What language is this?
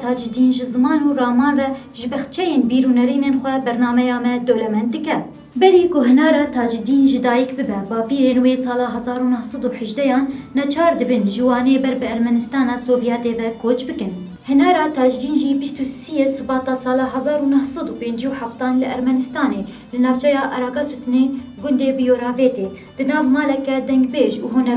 Kurdish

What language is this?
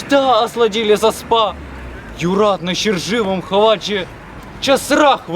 Chuvash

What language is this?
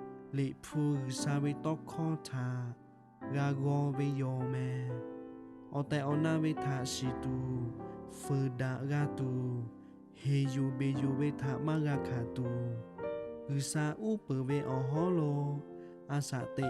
Lahu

